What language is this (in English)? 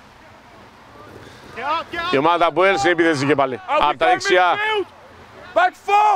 Greek